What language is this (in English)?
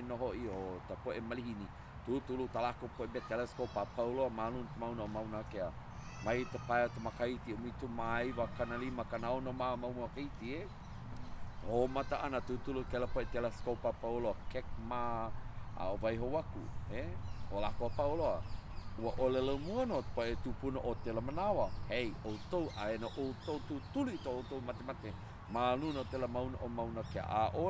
Hawaiian